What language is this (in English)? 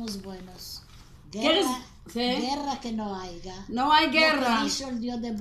Ladino